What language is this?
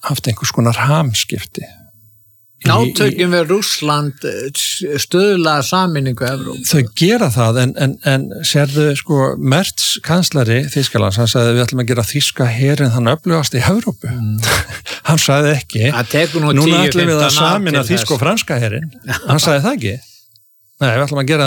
Icelandic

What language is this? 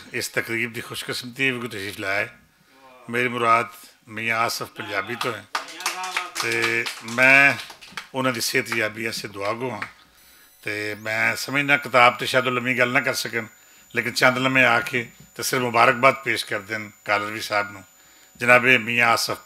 Western Panjabi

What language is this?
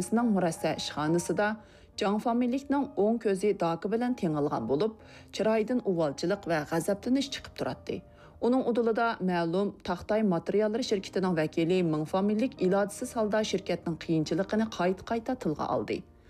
Uyghur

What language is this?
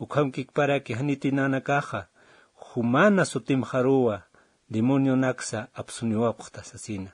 Aymara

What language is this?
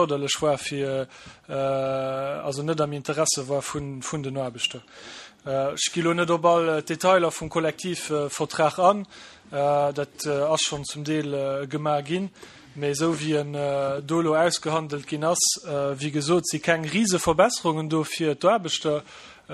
Luxembourgish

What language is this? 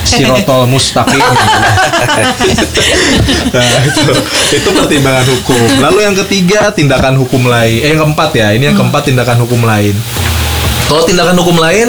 Indonesian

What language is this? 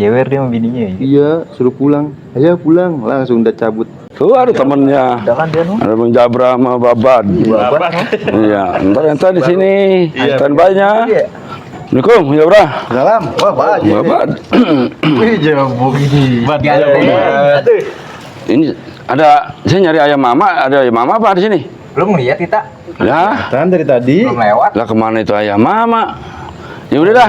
Betawi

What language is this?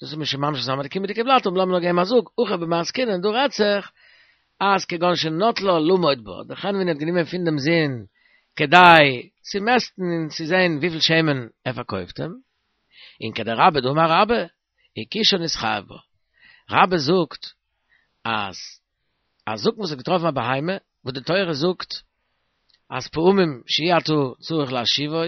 Yiddish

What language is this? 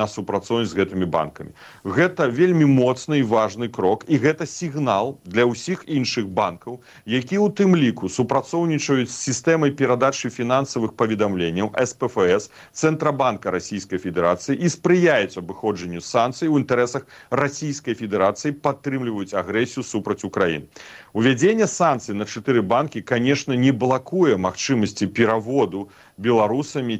Belarusian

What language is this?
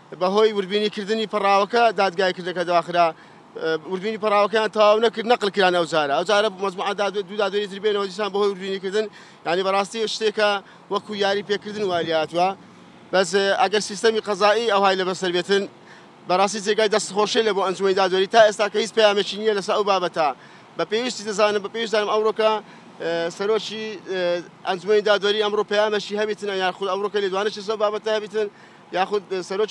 Central Kurdish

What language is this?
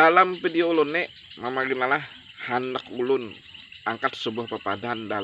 Banjar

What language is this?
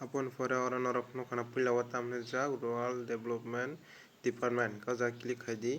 Kok Borok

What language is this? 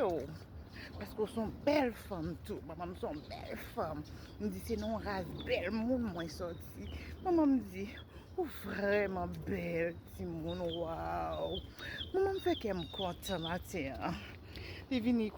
Haitian Creole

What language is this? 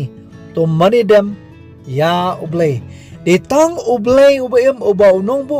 Khasi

